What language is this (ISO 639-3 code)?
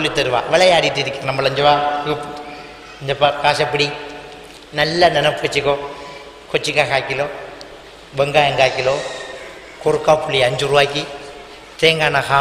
tam